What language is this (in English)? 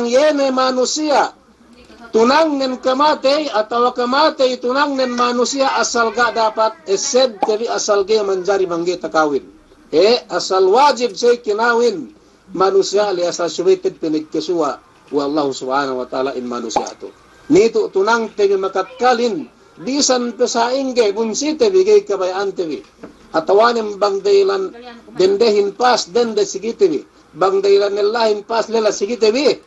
Yakan